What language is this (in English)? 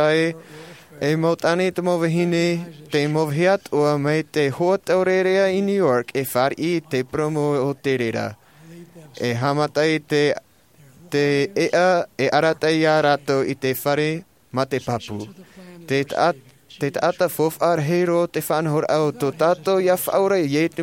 Tahitian